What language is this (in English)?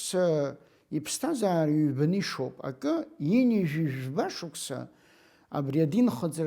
Abkhazian